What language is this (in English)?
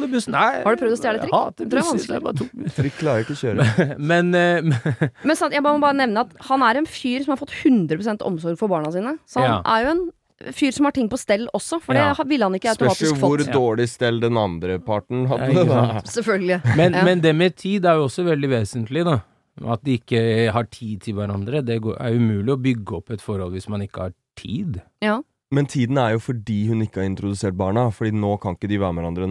Norwegian